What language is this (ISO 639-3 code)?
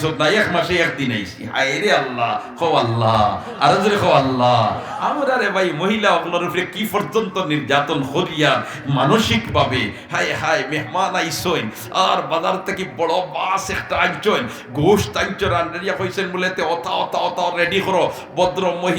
syl